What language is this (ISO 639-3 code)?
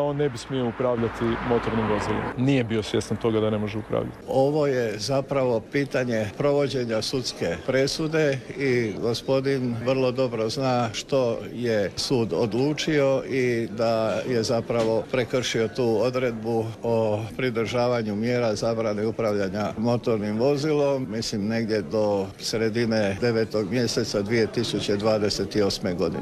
hrv